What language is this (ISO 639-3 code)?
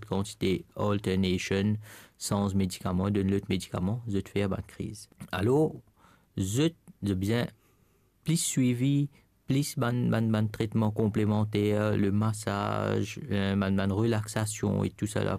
mfe